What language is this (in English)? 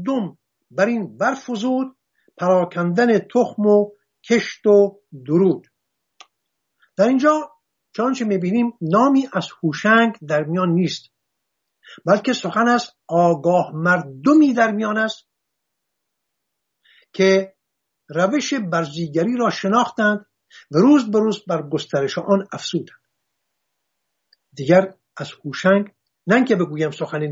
Persian